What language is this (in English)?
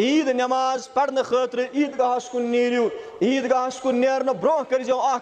Kashmiri